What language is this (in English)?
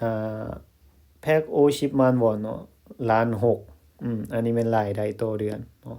Lao